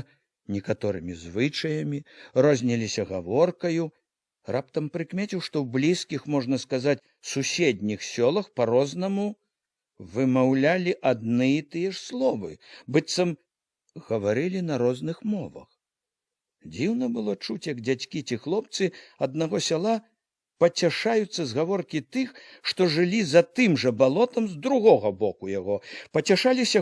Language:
Belarusian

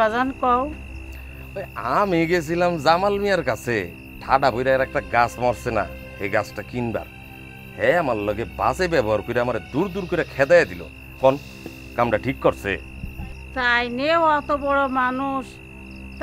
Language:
Bangla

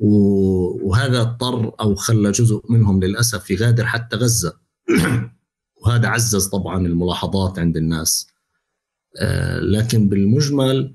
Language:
North Levantine Arabic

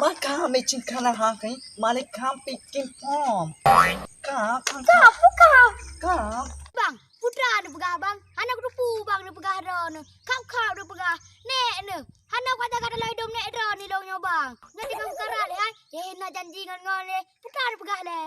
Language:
Achinese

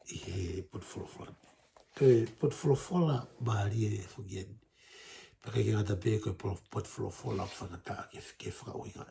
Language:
Tongan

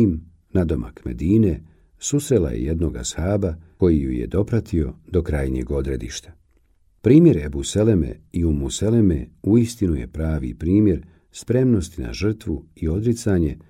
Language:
Bosnian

